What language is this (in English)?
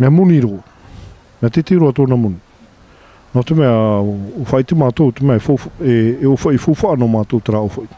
Tahitian